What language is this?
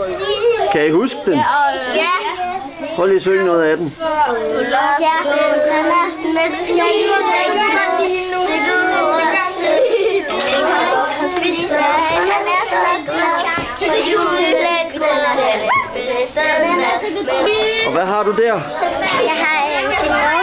Danish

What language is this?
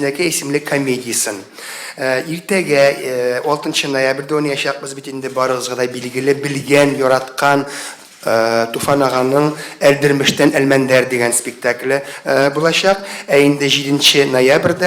Tatar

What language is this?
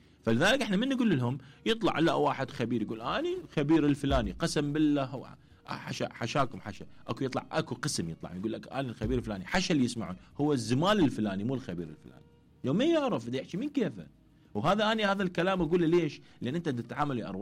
Mesopotamian Arabic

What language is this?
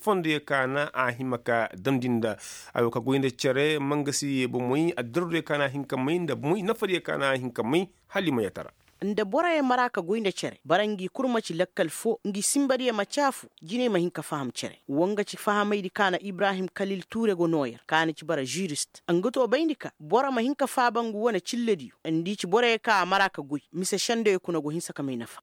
Koyraboro Senni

